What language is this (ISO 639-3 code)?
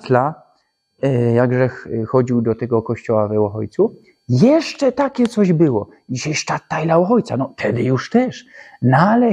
szl